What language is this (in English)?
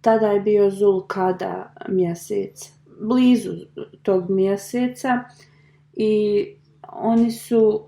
Bosnian